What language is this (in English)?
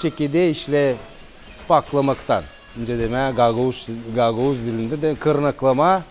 Gagauz